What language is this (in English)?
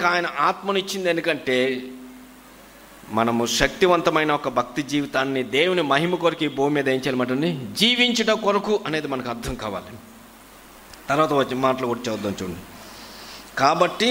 Telugu